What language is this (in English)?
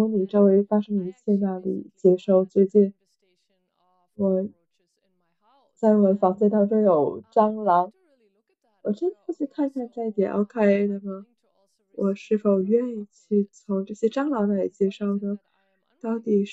Chinese